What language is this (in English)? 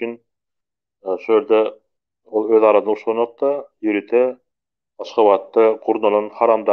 Turkmen